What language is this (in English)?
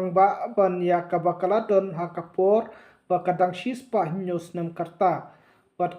Khasi